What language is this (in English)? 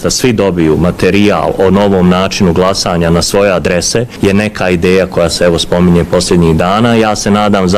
Bosnian